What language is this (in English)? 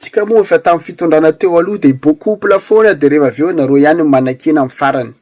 Malagasy